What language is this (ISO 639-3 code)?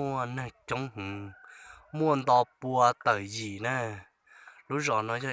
hmn